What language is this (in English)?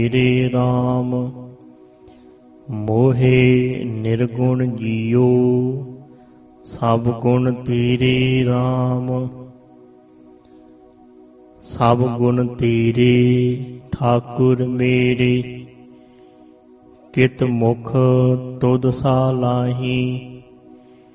Punjabi